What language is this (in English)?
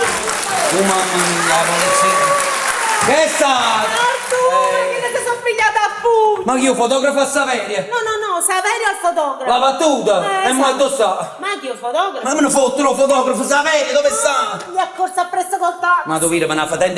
Neapolitan